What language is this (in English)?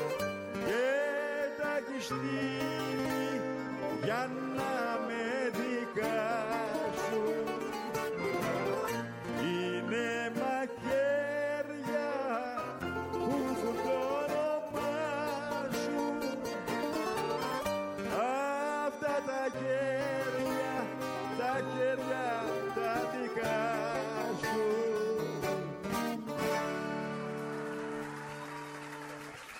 Greek